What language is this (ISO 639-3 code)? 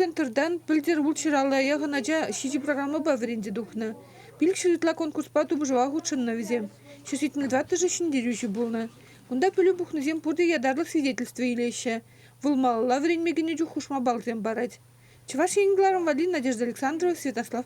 chv